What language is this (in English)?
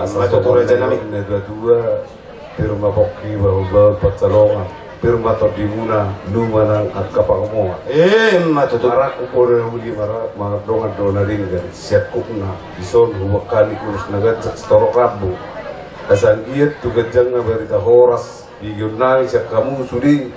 Batak Toba